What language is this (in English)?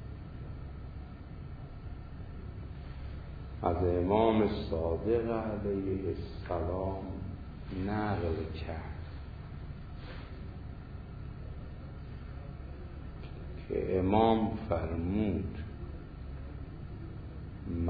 Persian